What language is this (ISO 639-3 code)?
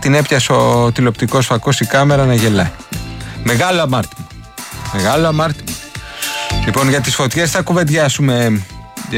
ell